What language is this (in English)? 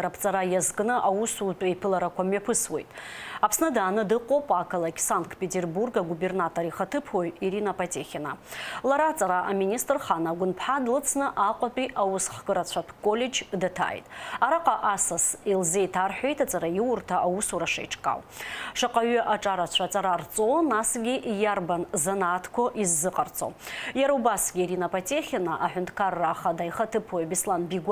Abkhazian